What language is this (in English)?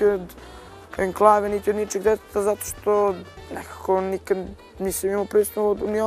Serbian